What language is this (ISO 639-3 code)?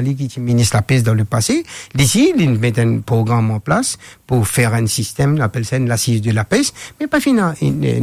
mfe